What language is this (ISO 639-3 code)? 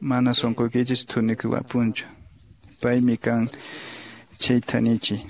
que